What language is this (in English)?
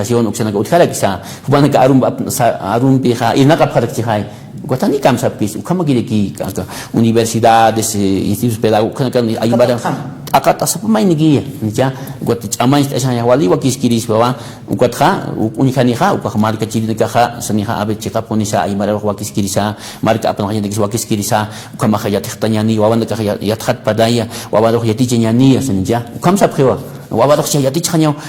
Aymara